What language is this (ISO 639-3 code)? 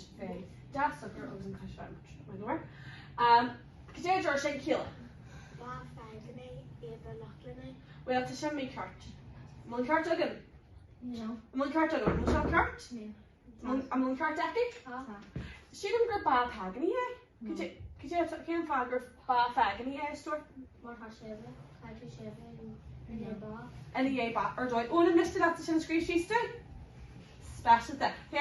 gle